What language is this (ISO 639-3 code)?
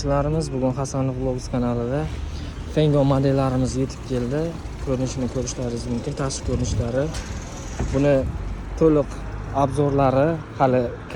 uzb